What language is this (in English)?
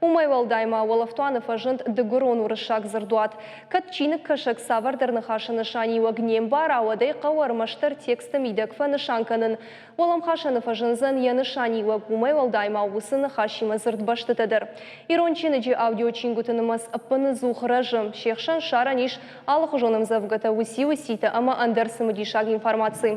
Ossetic